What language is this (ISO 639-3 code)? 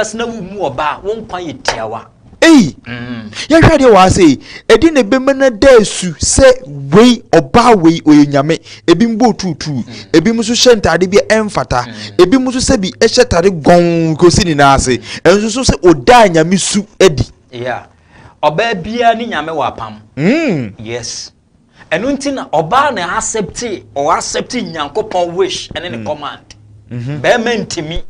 aka